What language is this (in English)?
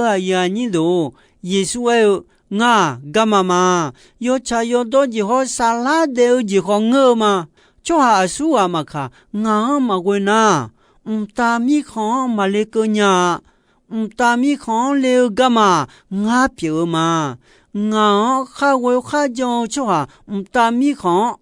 Akha